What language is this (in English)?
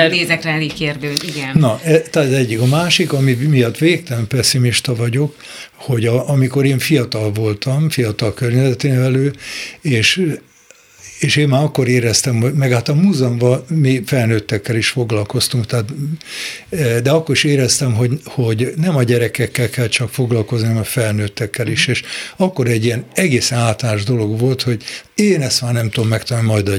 Hungarian